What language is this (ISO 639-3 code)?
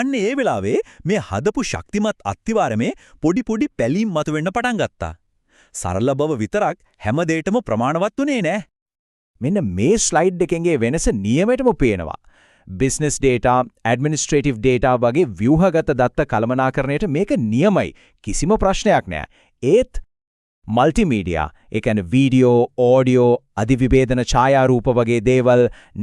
sin